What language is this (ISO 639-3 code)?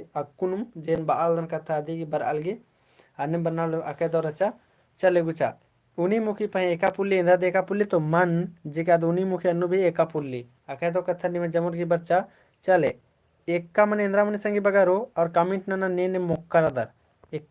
kru